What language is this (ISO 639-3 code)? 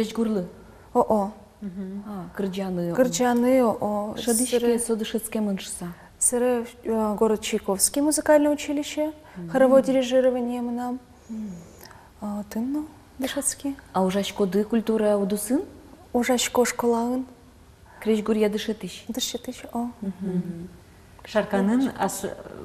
udm